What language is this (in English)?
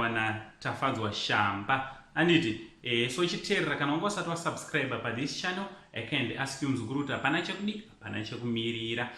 Shona